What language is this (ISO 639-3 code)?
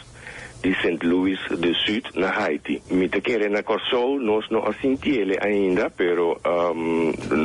pap